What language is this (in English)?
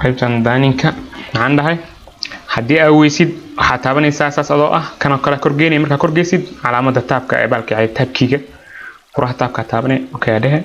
Somali